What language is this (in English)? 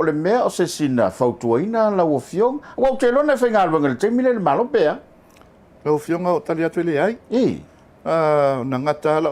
Samoan